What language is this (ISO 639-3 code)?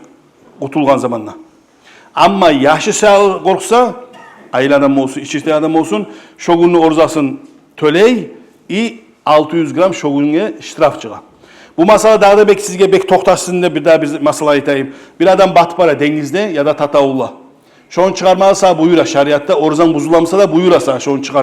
kum